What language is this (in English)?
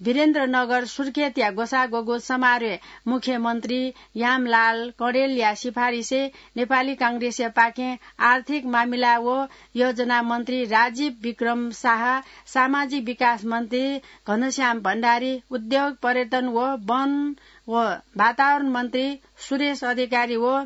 Newari